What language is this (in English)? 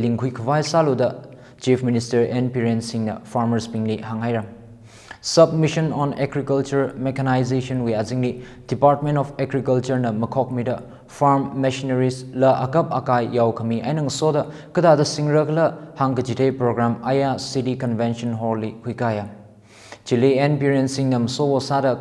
Tangkhul Naga (India)